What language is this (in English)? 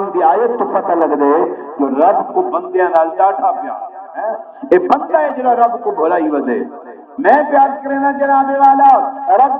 Saraiki